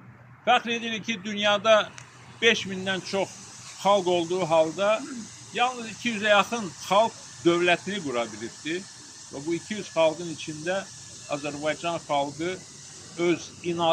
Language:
Azerbaijani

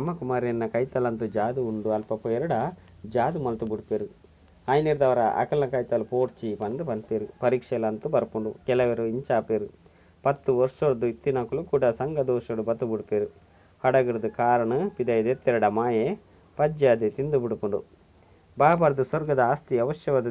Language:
Tulu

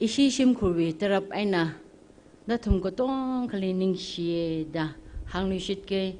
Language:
Tangkhul Naga (India)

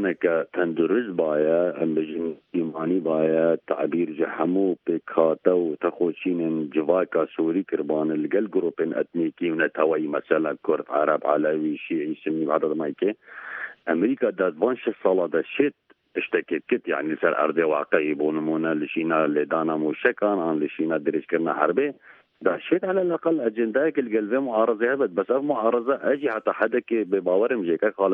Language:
Central Kurdish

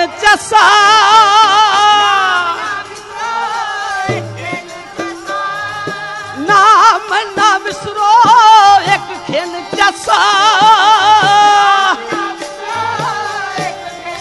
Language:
Punjabi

